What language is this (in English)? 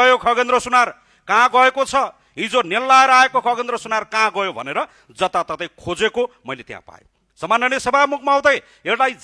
Nepali